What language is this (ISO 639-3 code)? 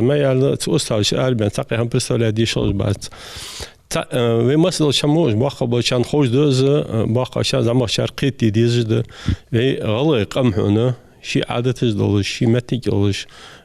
inh